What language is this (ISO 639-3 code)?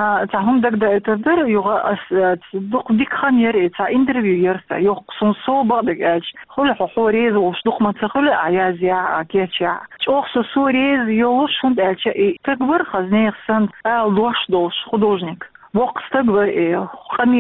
che